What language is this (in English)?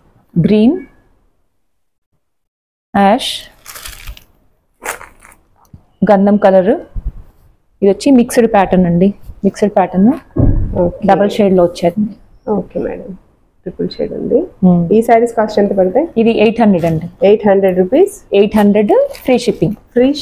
Telugu